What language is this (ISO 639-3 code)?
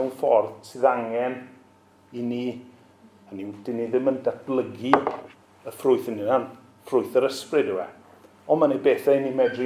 cym